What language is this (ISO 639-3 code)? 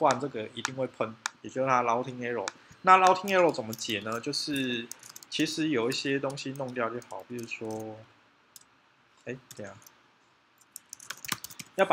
zho